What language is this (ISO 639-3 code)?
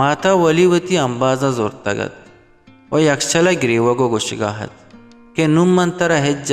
bal